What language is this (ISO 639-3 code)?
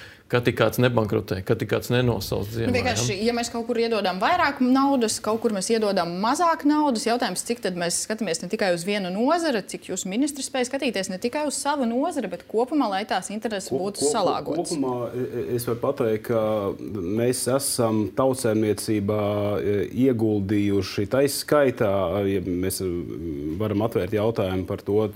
lav